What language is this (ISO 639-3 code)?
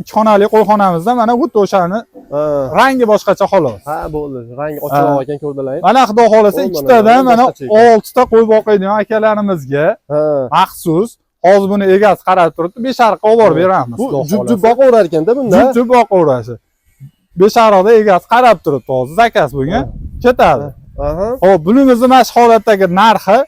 uzb